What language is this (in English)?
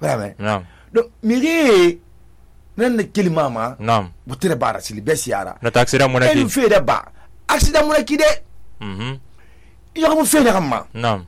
Susu